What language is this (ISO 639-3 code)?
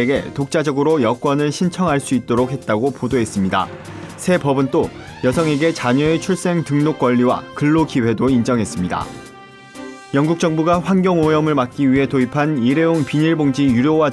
kor